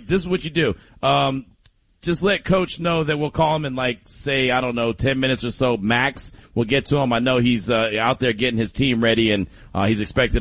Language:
English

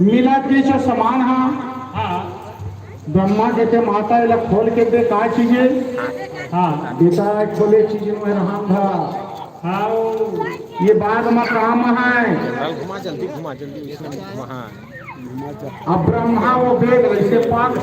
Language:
Chhattisgarhi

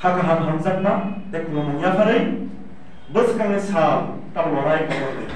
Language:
Kok Borok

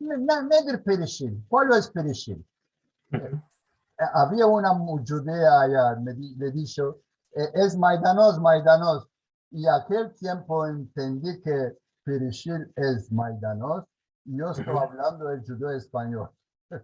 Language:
Ladino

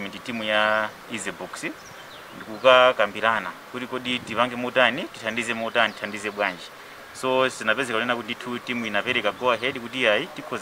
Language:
Nyanja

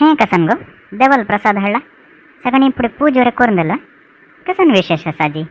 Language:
Konkani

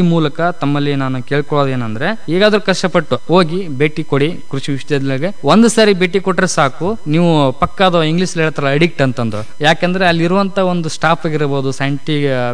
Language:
Kannada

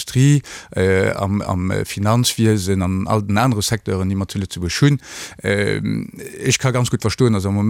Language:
Luxembourgish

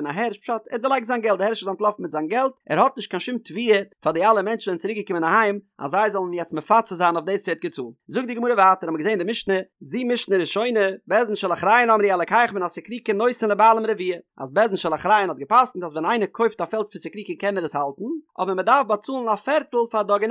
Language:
Yiddish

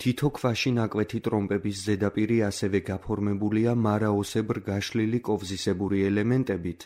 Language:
Georgian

